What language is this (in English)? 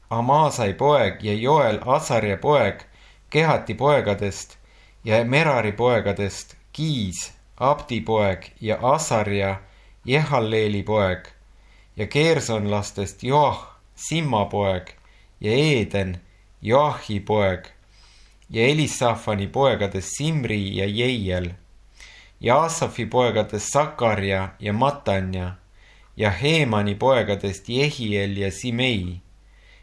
Estonian